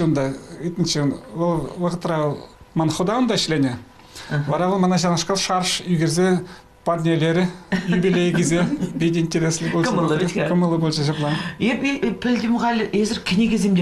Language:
Chuvash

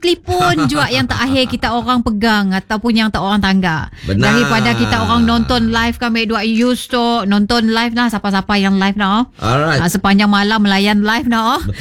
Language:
Malay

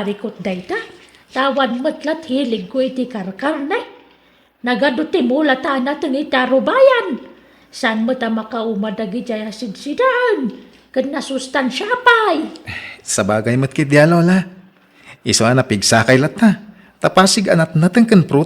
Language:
Iloko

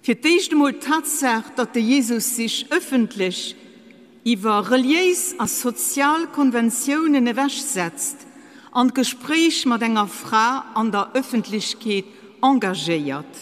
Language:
Luxembourgish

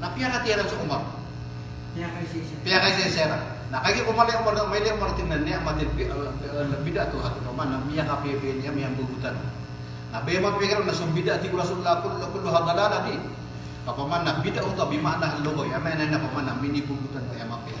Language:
Maranao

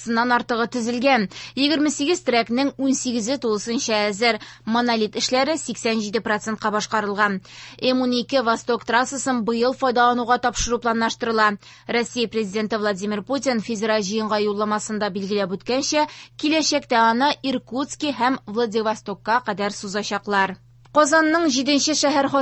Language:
Tatar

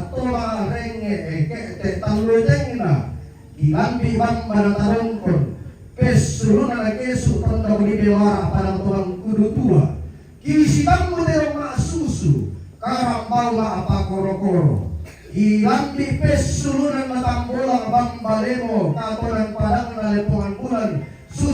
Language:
Toraja-Sa'dan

